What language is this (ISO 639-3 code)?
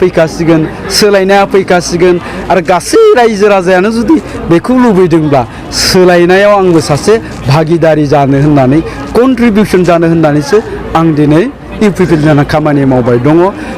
brx